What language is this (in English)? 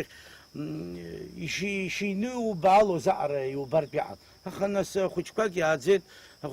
Abkhazian